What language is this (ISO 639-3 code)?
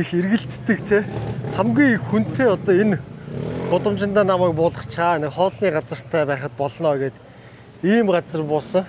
mon